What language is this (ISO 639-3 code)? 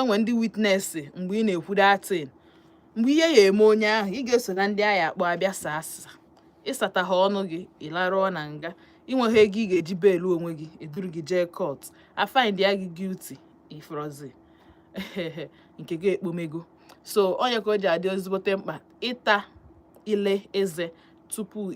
ibo